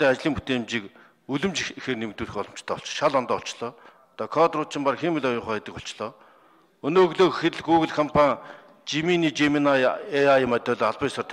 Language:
Mongolian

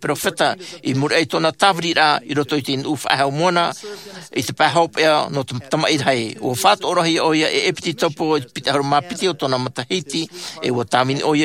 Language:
Tahitian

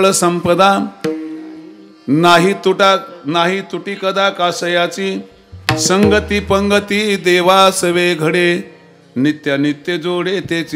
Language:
Marathi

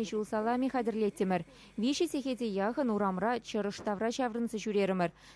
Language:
Chuvash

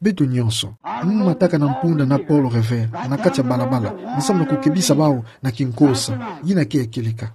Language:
Kituba (Democratic Republic of Congo)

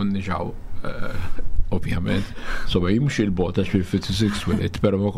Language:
Maltese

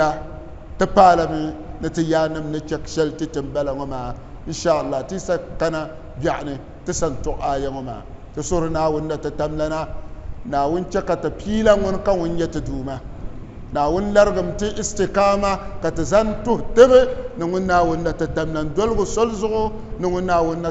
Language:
Dagbani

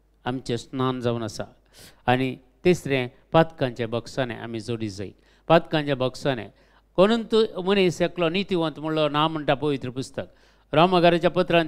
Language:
Konkani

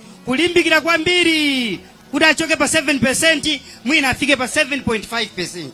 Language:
Nyanja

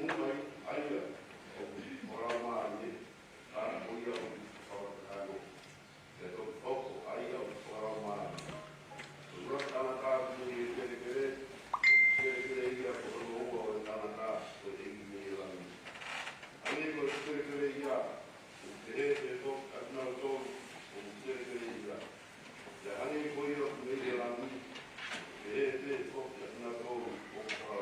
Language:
Tongan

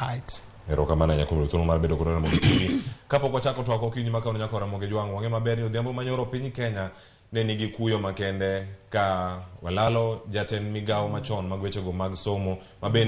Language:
Luo (Kenya and Tanzania)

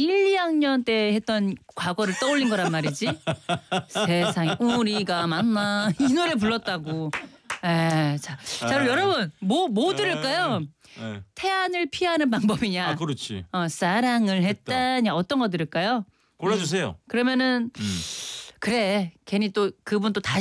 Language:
Korean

